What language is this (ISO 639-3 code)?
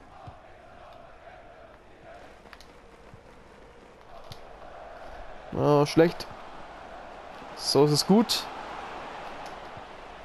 deu